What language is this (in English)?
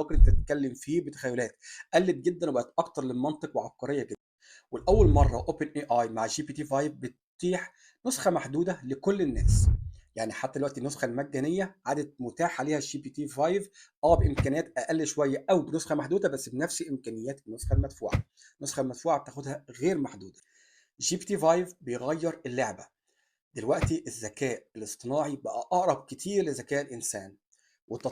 Egyptian Arabic